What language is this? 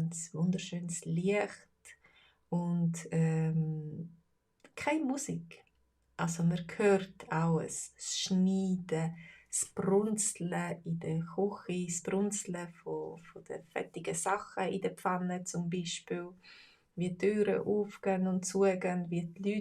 Swiss German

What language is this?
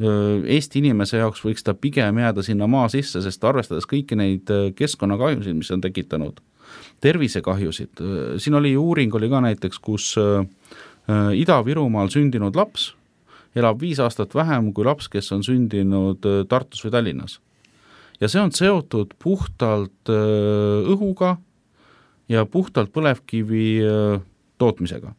Estonian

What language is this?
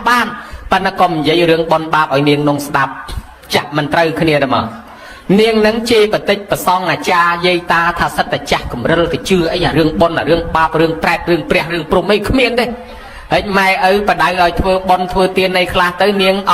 Khmer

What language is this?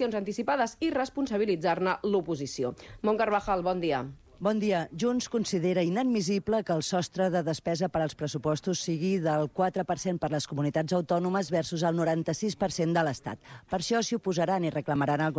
Catalan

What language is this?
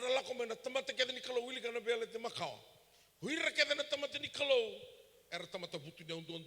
Fijian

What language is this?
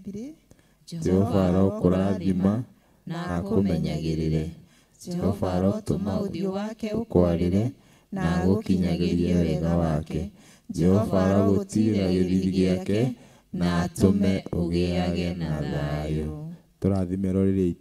Kikuyu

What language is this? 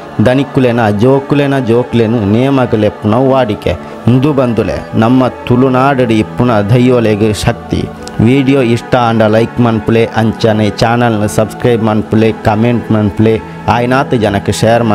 Tulu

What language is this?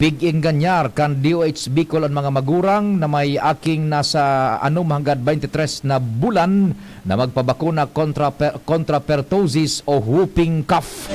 Bikol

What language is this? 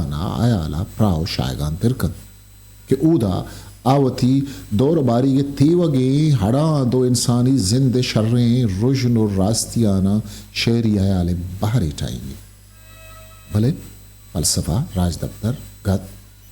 Eastern Balochi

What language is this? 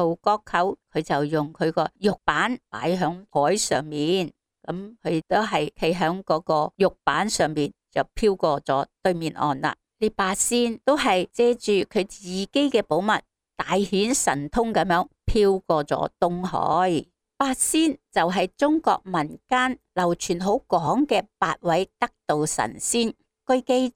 Cantonese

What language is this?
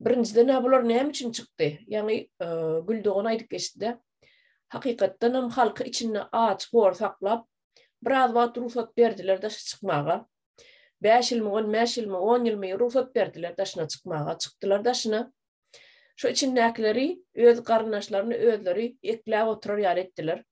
Turkmen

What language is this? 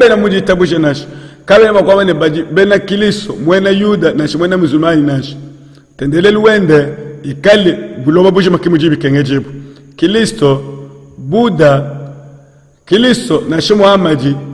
Luba-Lulua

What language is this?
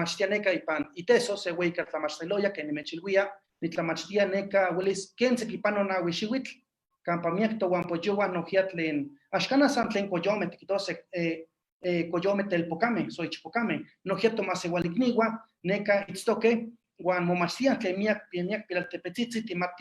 Eastern Huasteca Nahuatl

